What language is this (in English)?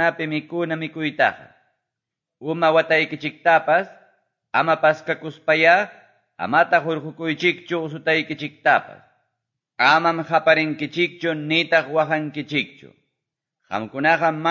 Quechua